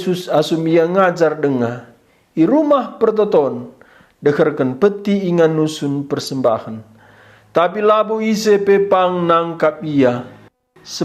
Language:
Batak Karo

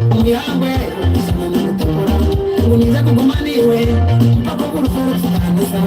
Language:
Nyankole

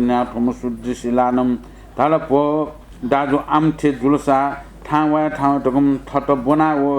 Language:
Newari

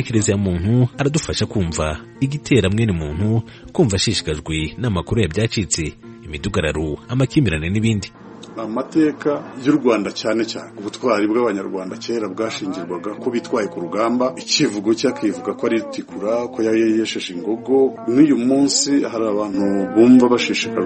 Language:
Kinyarwanda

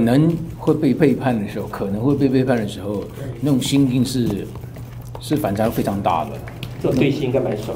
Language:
Chinese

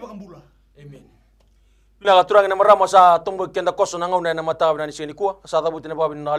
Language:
Fijian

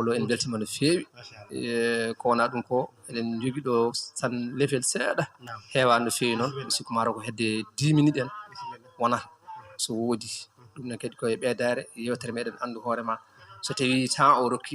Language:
Fula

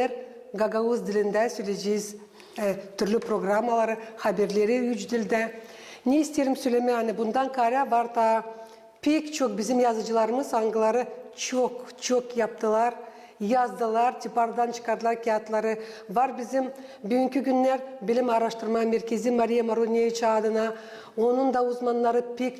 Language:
Gagauz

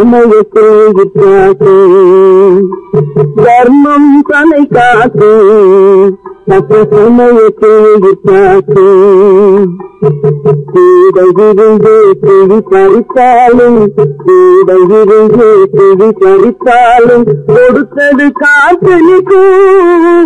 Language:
Tamil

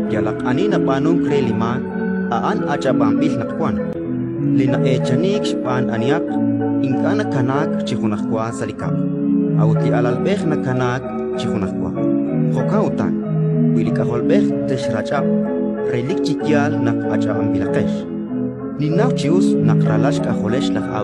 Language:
Kekchí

